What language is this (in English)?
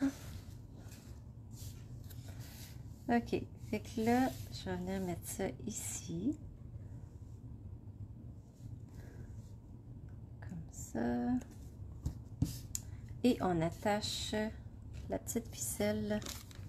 French